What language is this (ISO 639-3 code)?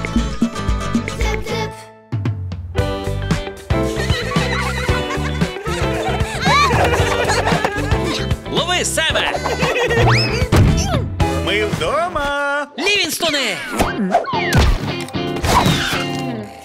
ukr